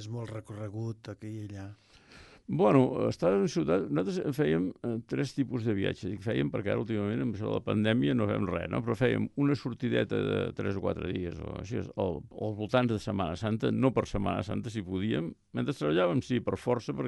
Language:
Catalan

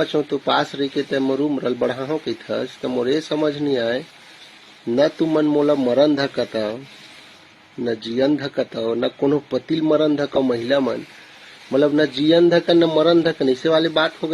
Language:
Chhattisgarhi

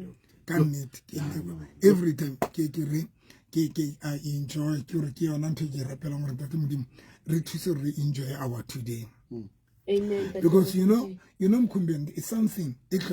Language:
Southern Sotho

